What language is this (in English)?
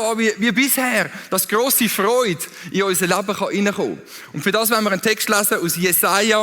Swiss German